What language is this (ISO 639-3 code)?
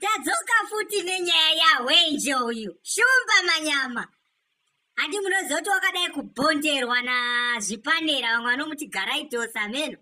sna